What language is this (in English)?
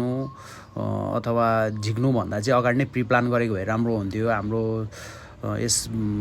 Nepali